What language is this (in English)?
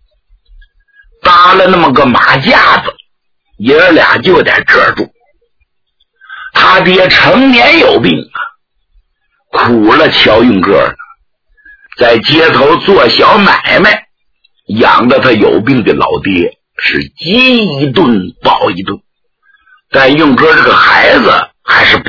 Chinese